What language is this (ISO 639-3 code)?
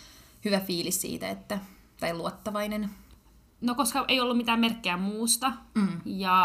fin